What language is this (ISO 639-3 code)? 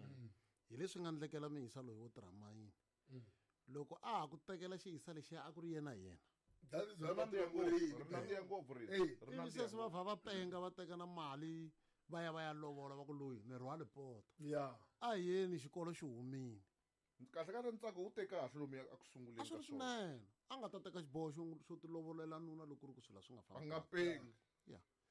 tso